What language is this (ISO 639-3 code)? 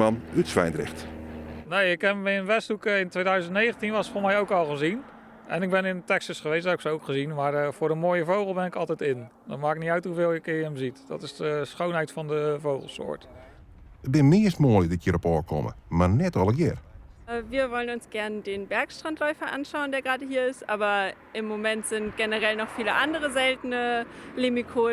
fry